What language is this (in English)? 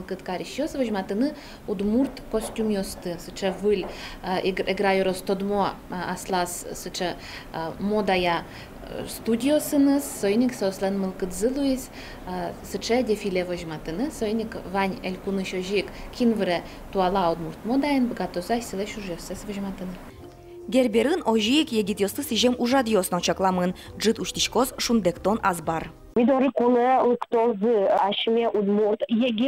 Udmurt